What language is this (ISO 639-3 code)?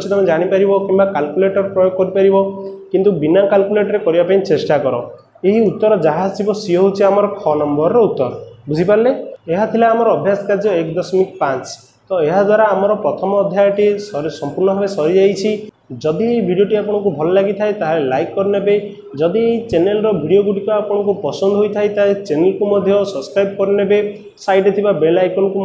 ori